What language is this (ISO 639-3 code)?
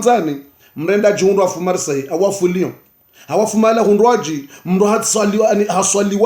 zdj